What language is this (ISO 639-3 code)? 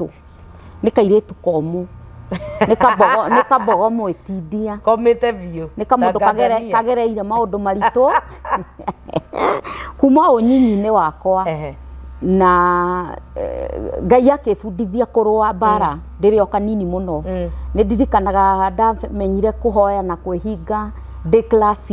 kik